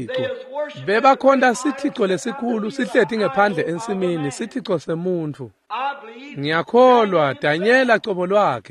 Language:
Swati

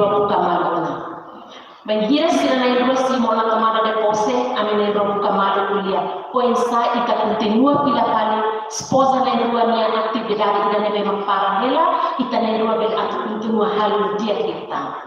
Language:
Tetum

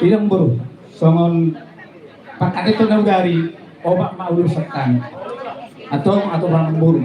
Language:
Batak Toba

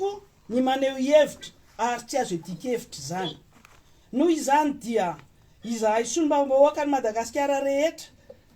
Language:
Malagasy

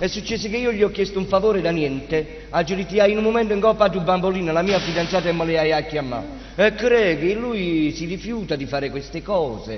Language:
Neapolitan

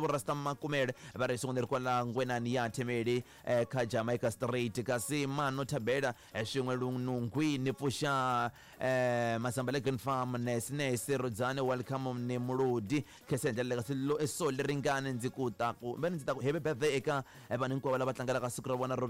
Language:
Tsonga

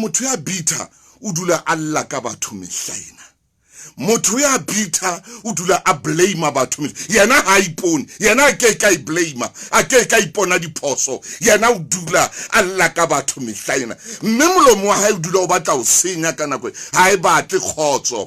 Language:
Southern Sotho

